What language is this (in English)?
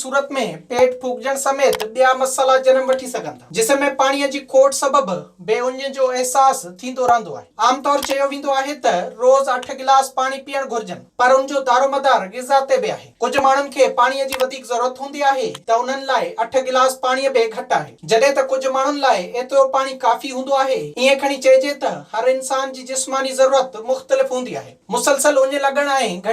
Sindhi